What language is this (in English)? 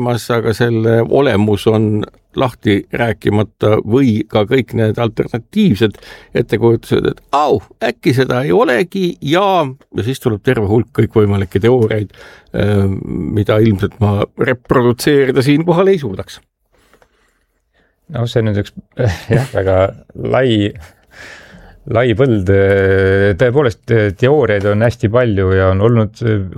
Estonian